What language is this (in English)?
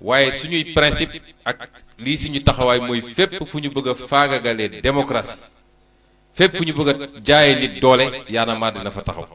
Wolof